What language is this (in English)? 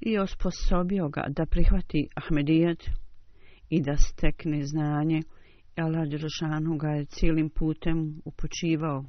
Bosnian